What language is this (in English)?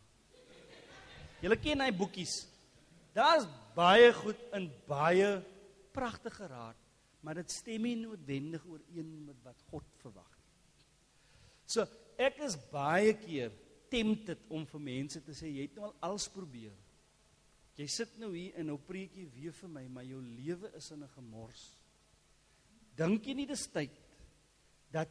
Afrikaans